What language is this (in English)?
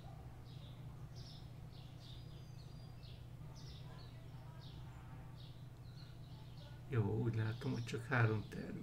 Hungarian